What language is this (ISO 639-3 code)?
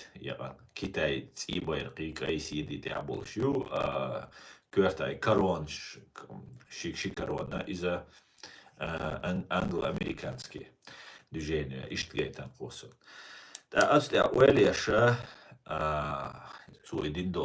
che